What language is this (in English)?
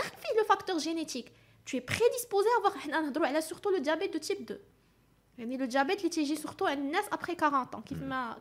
Moroccan Arabic